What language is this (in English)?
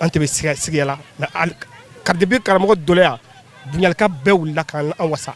Bambara